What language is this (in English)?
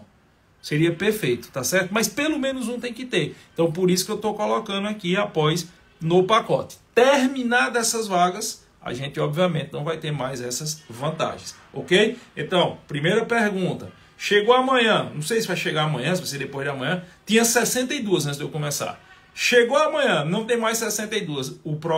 Portuguese